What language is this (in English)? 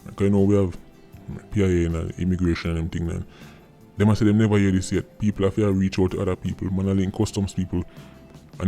Jamaican Creole English